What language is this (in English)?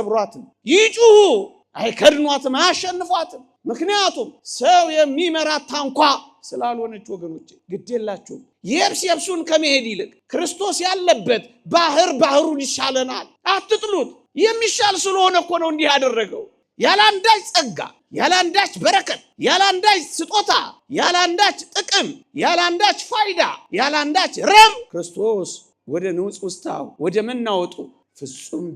Amharic